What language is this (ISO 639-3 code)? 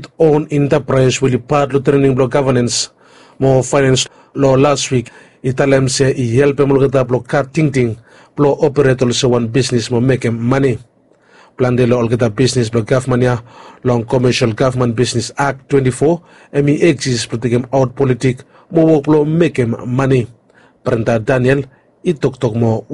bis